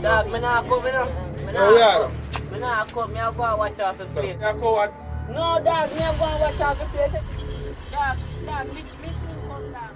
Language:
Jamaican Creole English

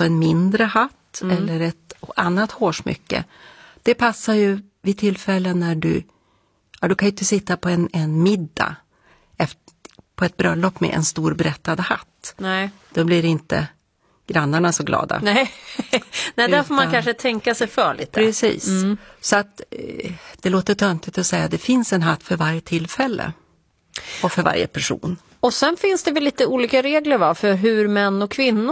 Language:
Swedish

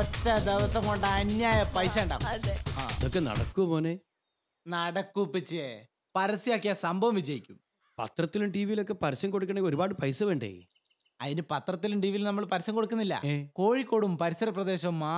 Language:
Malayalam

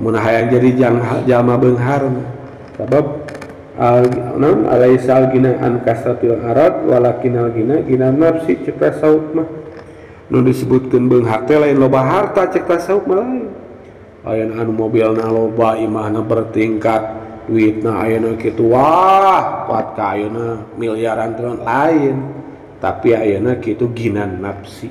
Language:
Sundanese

